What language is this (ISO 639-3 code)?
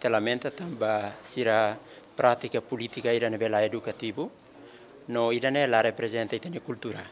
tet